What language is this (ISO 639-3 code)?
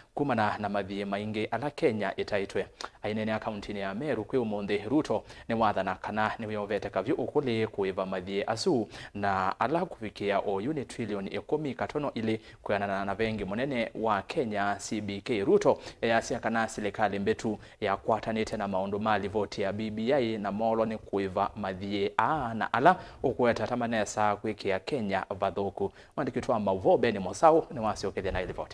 kam